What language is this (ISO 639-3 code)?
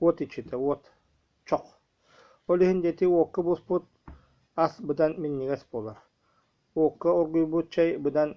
sah